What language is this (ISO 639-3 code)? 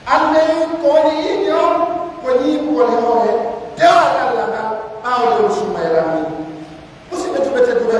fuf